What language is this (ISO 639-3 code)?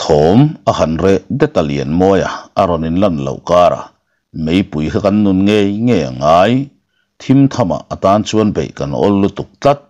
lus